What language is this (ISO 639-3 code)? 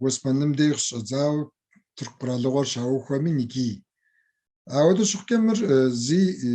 kbd